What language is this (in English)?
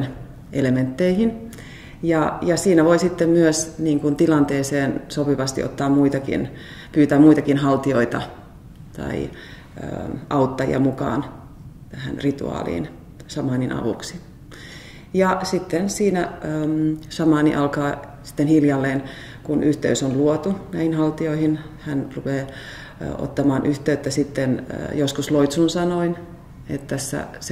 Finnish